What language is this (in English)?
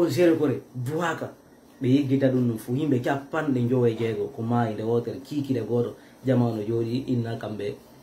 Fula